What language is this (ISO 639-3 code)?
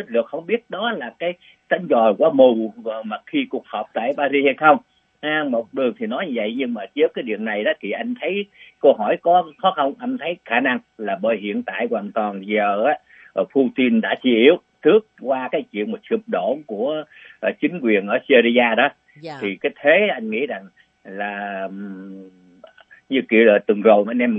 vie